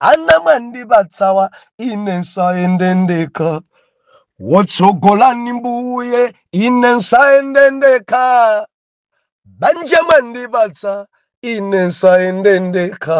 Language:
Nyanja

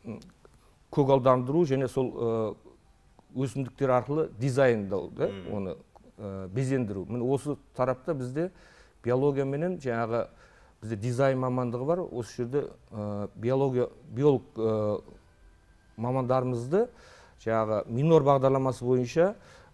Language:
Kazakh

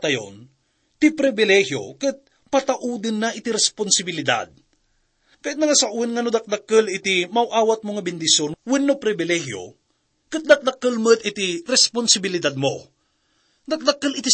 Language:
Iloko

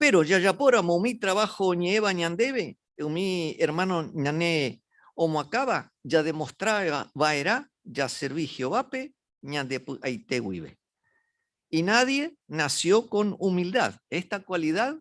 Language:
Guarani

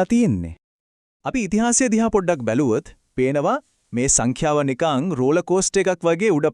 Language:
Sinhala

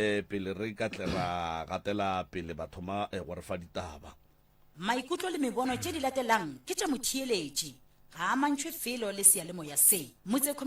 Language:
Northern Sotho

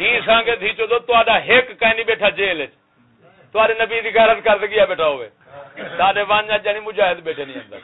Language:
Saraiki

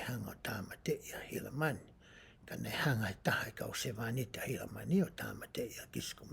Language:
Tongan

